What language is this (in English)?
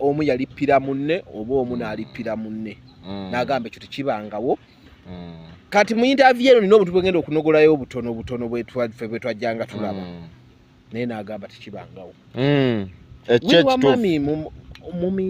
Ganda